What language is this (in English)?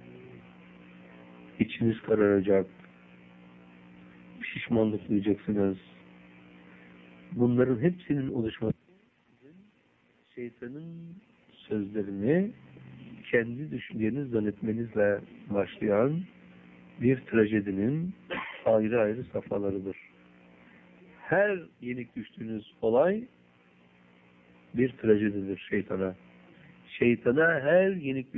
Turkish